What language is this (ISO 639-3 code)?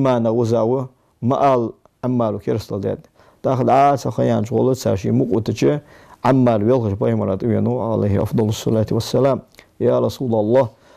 inh